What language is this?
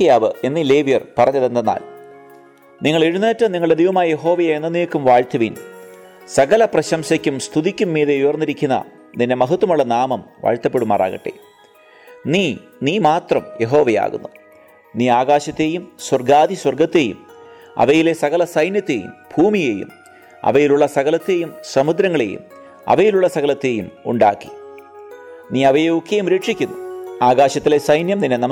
Malayalam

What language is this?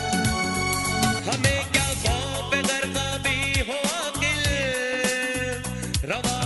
Urdu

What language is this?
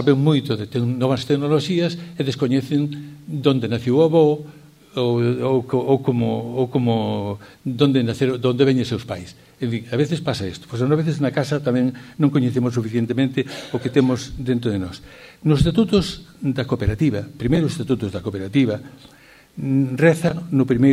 Galician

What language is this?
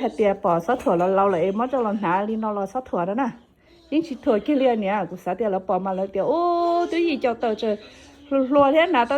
Hmong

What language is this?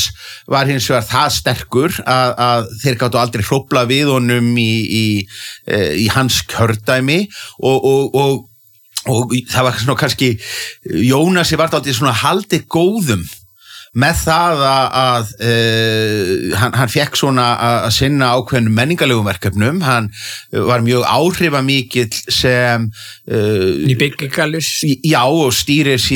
Icelandic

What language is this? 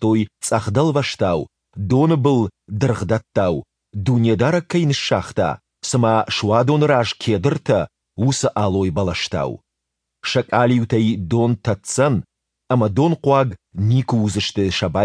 Ossetic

